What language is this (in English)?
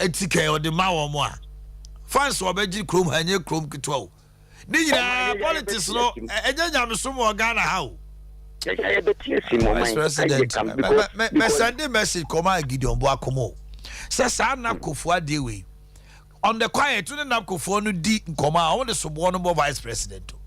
Akan